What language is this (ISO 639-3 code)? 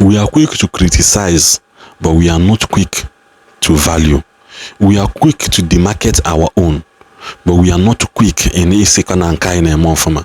ibo